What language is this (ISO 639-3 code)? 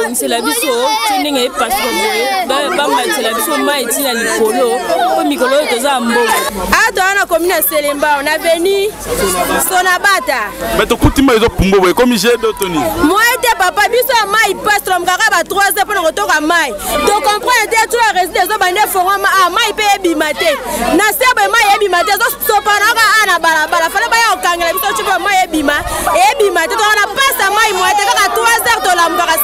lin